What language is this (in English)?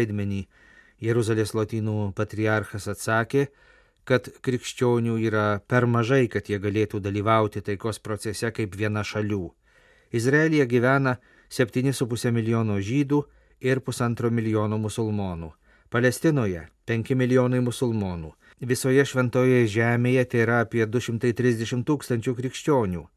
Lithuanian